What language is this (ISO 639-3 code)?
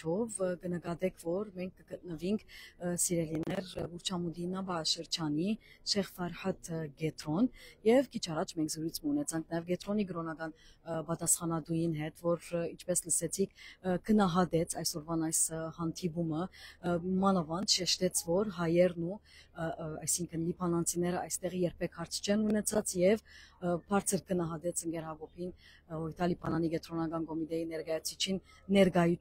hyw